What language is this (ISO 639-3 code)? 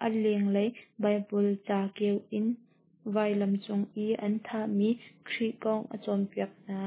cnh